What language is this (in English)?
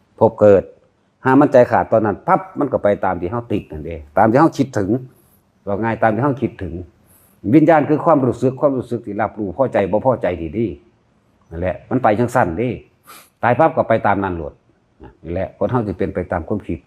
Northeastern Thai